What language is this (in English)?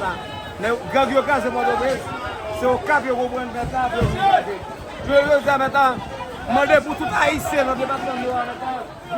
Haitian Creole